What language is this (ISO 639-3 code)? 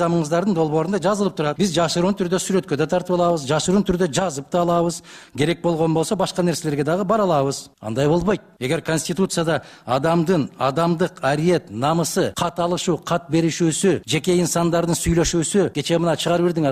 kir